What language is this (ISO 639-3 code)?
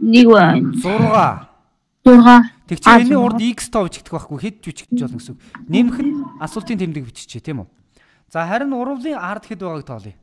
mon